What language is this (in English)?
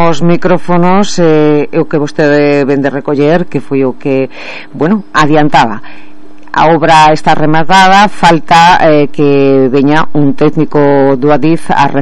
Galician